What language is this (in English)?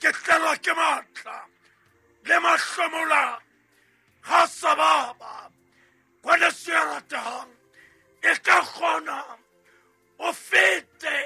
Southern Sotho